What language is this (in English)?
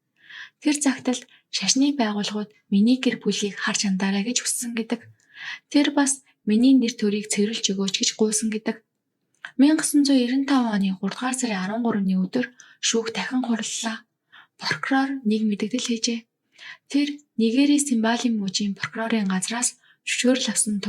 Mongolian